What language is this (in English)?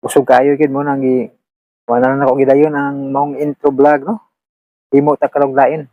Cebuano